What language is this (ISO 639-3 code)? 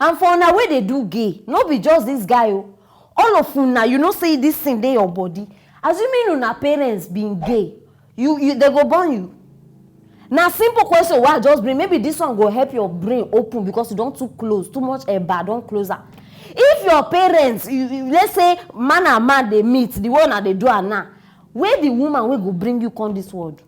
pcm